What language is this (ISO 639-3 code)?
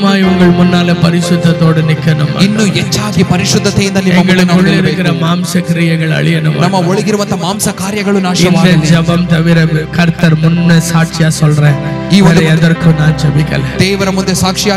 tam